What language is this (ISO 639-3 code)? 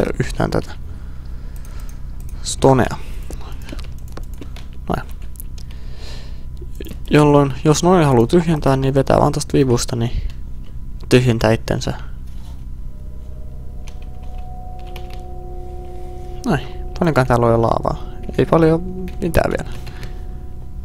fin